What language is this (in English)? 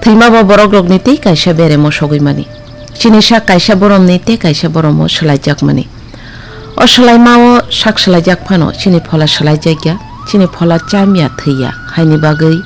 Kok Borok